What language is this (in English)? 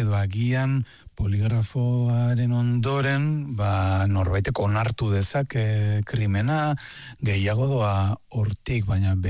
Basque